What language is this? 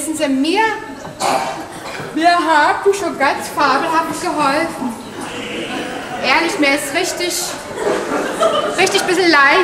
German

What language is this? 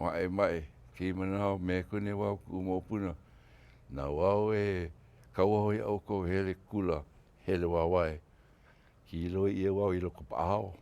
Hawaiian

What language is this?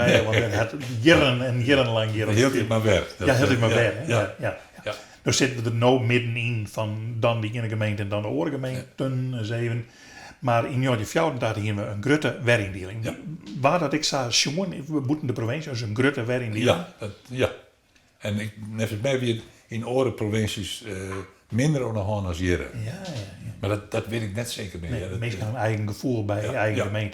Western Frisian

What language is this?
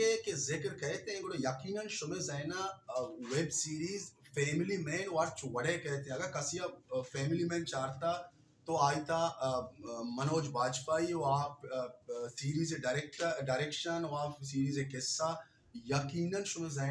Baluchi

